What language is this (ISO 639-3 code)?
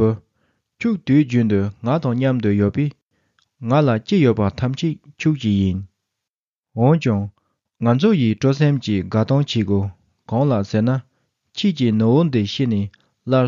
bod